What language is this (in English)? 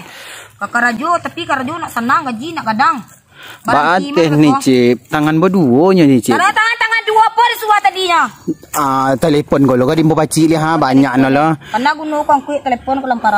Minangkabau